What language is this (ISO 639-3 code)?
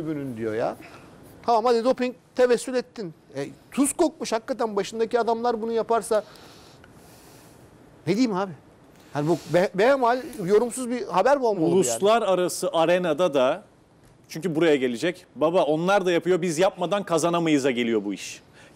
tur